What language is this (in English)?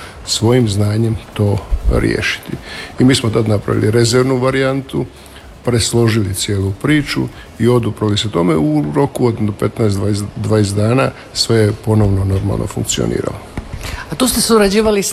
Croatian